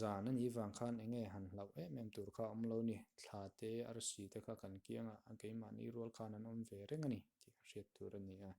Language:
Mizo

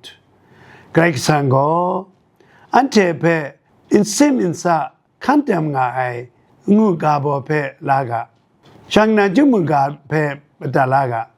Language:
Kachin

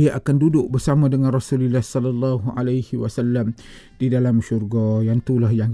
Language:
Malay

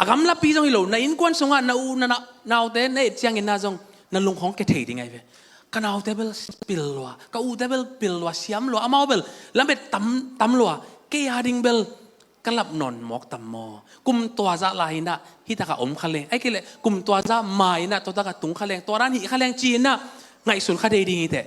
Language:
Tedim Chin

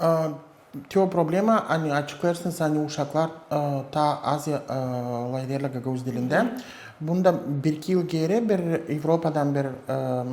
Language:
Gagauz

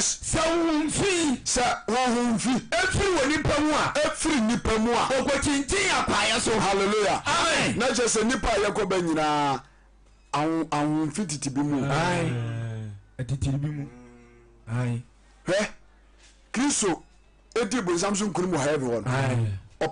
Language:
Akan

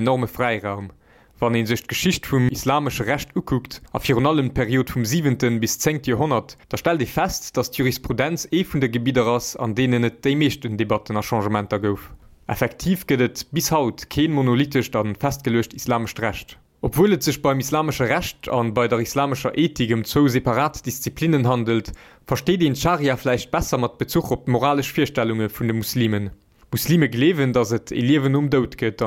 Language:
Luxembourgish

